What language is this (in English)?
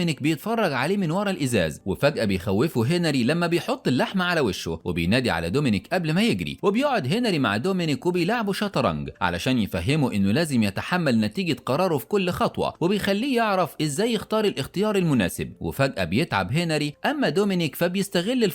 Egyptian Arabic